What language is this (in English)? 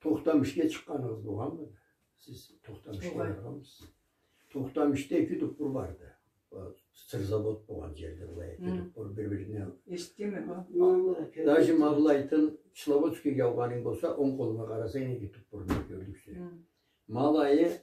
Karachay-Balkar